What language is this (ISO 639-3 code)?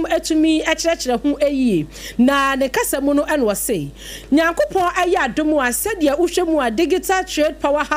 aka